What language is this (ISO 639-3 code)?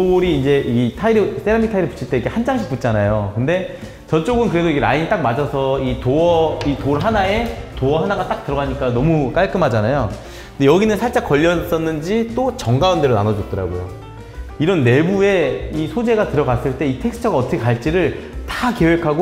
kor